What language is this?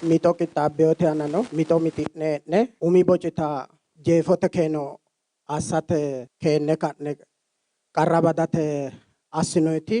Sidamo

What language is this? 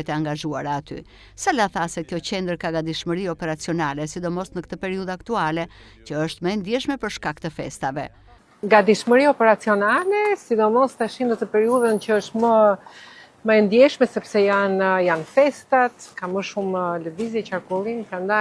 Albanian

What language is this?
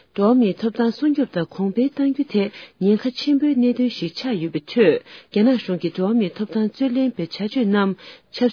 Tibetan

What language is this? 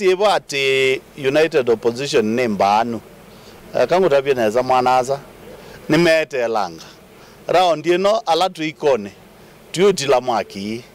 Kamba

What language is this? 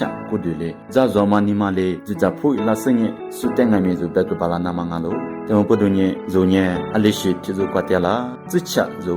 Lisu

